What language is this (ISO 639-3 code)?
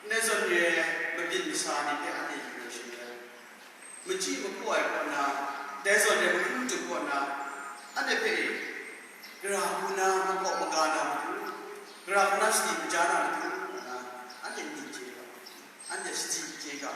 kac